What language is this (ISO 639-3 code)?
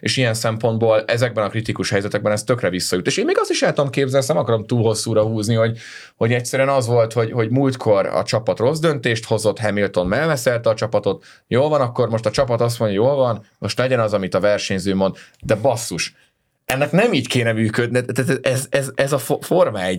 hun